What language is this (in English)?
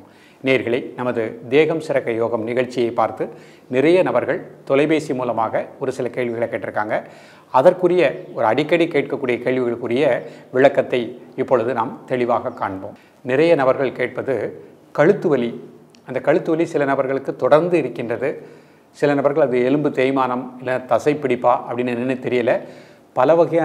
Tamil